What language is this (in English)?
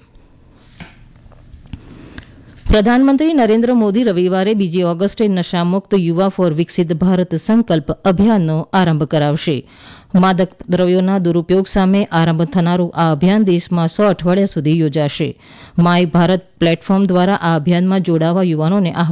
Gujarati